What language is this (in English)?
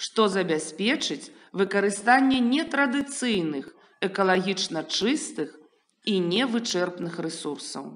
Belarusian